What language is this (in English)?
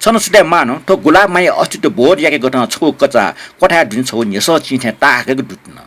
Newari